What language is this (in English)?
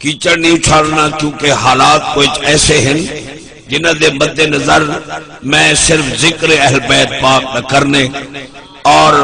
Saraiki